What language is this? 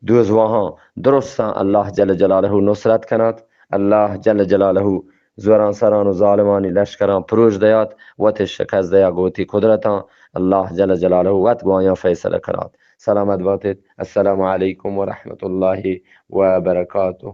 Eastern Balochi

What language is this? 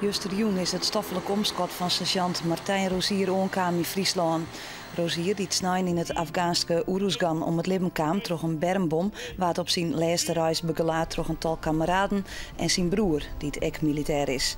Western Frisian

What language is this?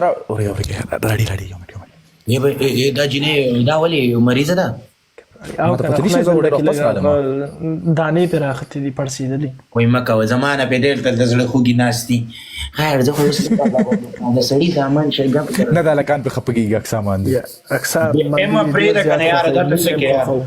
Pashto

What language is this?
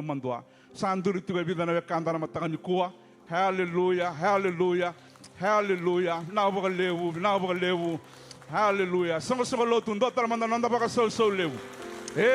Fijian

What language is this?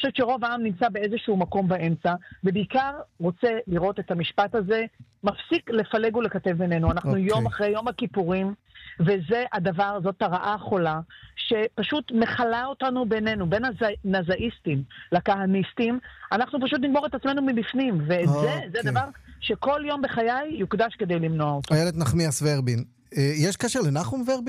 Hebrew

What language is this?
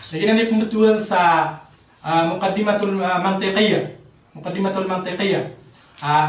Maranao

